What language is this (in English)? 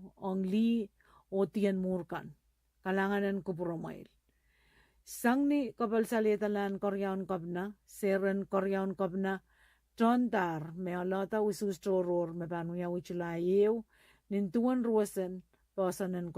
Pohnpeian